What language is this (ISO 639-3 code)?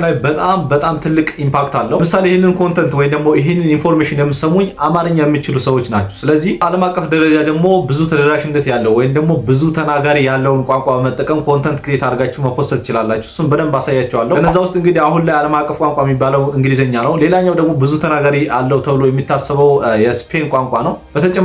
amh